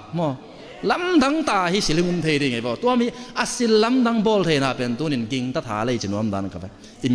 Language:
Tedim Chin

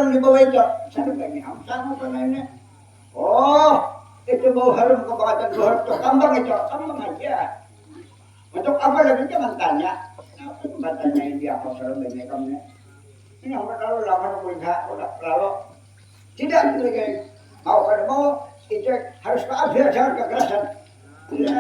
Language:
Banjar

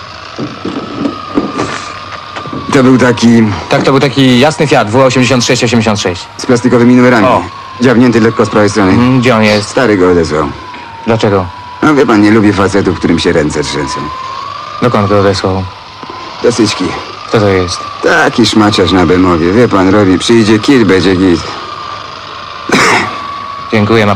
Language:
Polish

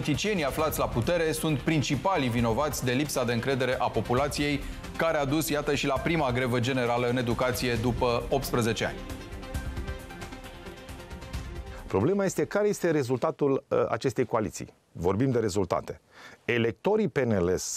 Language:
Romanian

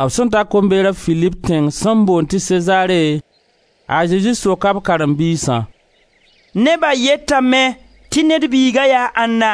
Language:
Mossi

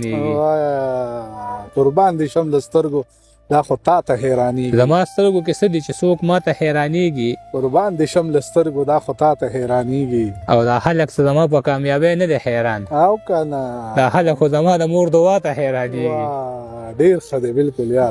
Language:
Pashto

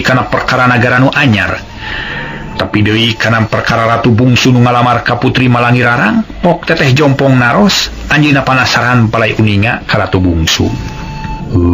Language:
Sundanese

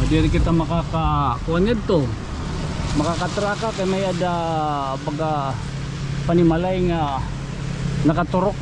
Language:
Waray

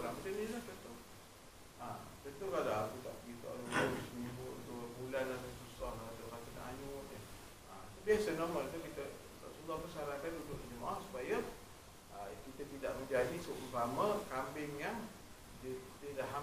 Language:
Malay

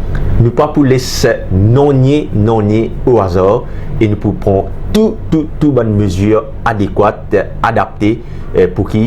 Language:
Morisyen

